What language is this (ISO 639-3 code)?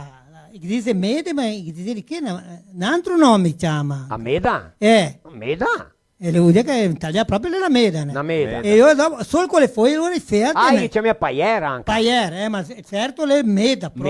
vec